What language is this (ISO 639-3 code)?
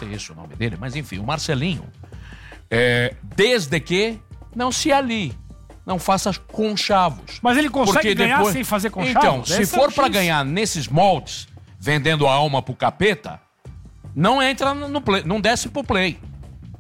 por